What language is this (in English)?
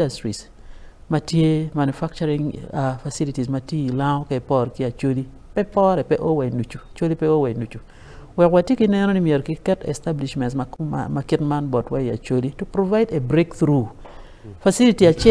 Acoli